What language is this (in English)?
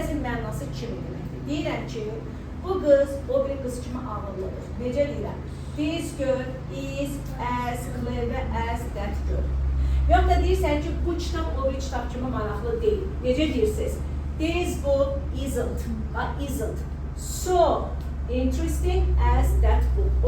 Azerbaijani